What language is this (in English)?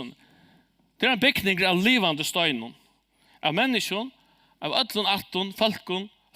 Faroese